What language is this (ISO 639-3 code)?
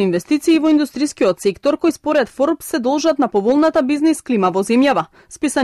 mkd